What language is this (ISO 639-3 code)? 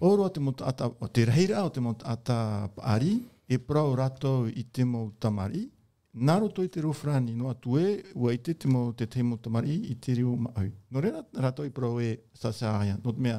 tah